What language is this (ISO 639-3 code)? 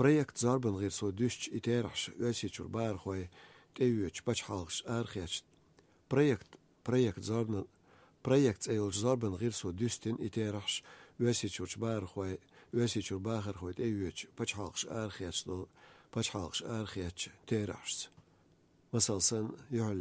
che